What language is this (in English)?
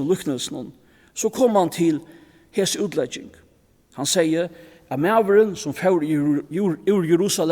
Faroese